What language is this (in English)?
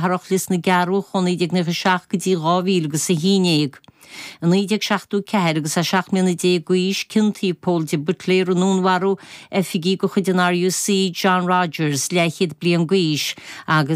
Irish